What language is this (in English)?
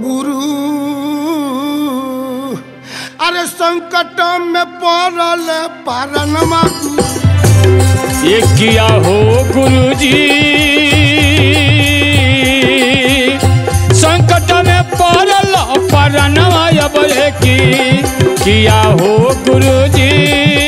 Bhojpuri